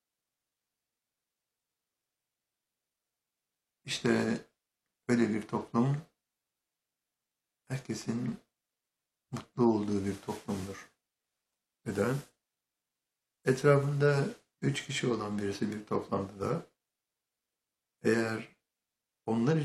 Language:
Turkish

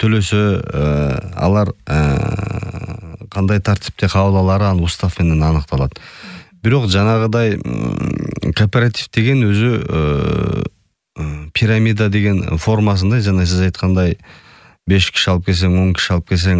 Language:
Kyrgyz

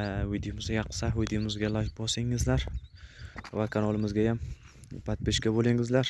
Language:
Uzbek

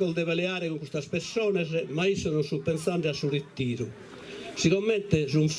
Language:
Sardinian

